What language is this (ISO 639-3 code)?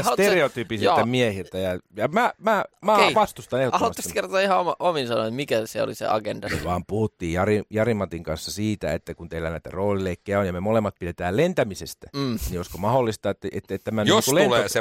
fin